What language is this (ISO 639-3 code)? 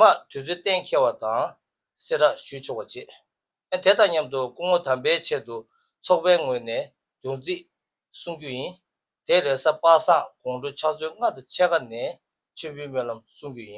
bod